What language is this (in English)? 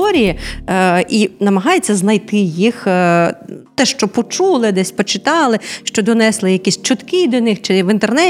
Ukrainian